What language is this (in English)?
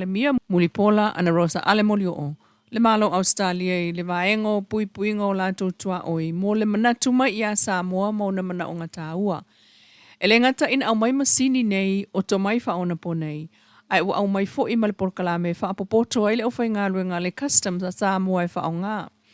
Samoan